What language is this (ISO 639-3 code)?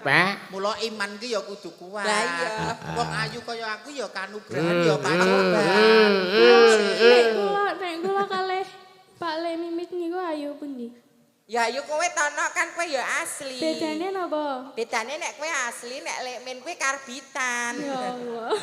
jav